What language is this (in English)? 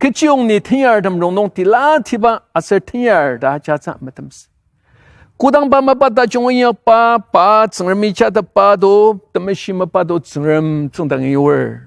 Ao Naga